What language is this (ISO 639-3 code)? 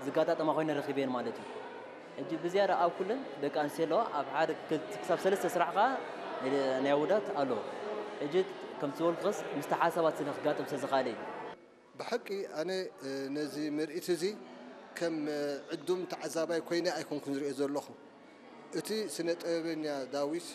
tir